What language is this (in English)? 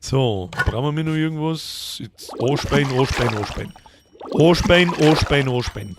Bavarian